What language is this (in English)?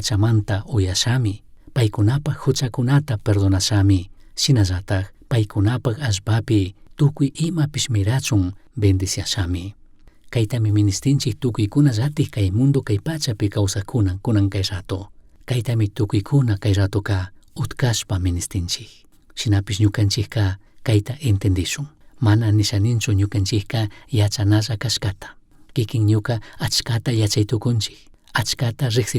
Chimborazo Highland Quichua